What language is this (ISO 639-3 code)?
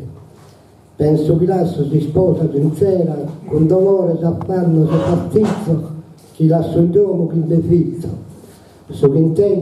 srd